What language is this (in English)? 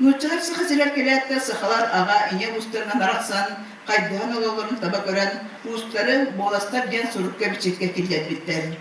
Yakut